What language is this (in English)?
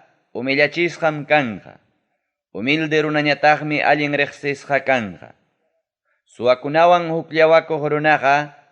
Ayacucho Quechua